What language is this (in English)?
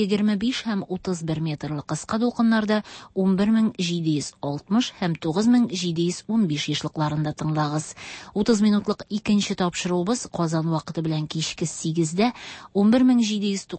Tatar